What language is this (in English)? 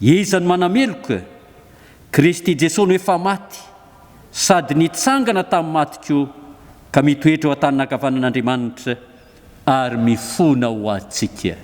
Malagasy